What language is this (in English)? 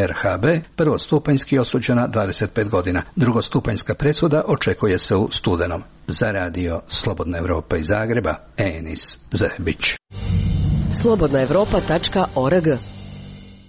Croatian